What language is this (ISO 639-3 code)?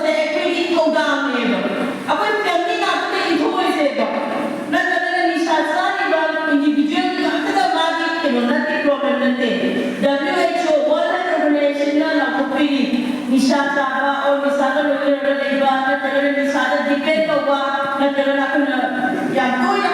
mni